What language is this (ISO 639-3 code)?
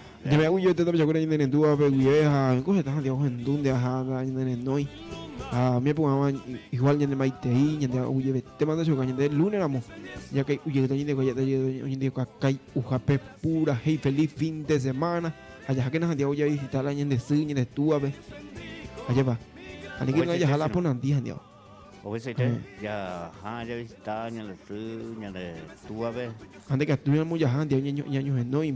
grn